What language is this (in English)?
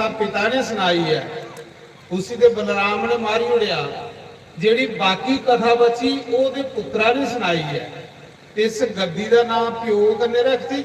Dogri